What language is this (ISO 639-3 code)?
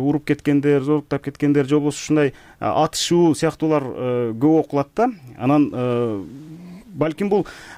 kir